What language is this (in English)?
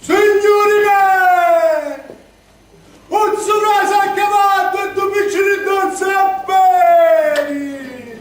Sicilian